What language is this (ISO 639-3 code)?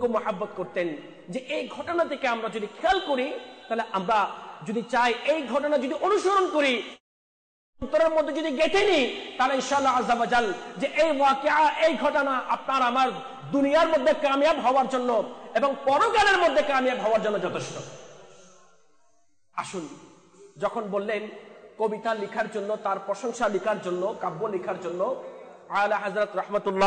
ben